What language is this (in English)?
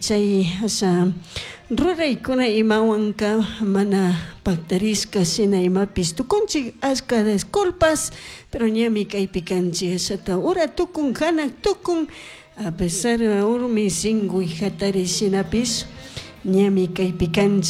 Chimborazo Highland Quichua